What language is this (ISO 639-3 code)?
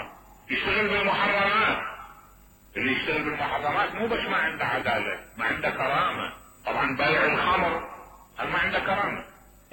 acm